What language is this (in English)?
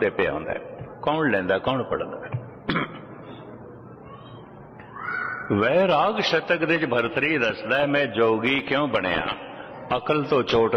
Punjabi